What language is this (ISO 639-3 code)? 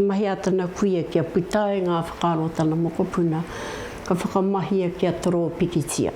mri